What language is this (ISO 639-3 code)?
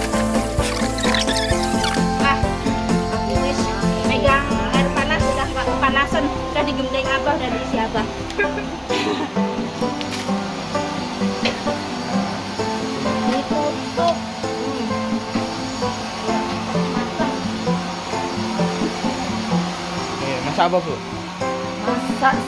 jav